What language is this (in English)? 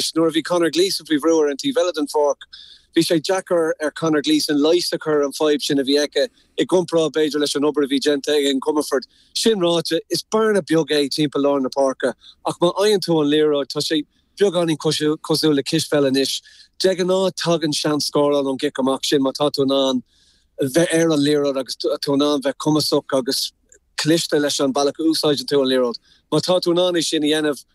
Irish